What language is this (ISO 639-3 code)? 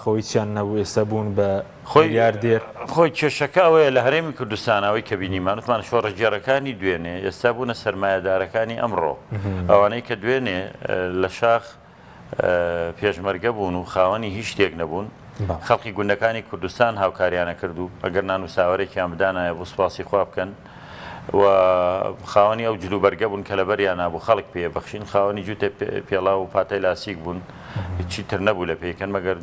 ckb